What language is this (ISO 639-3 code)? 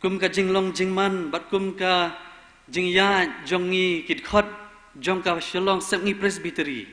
kha